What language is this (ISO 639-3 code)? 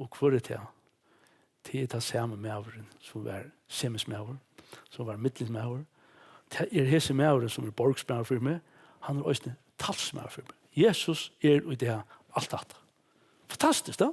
fao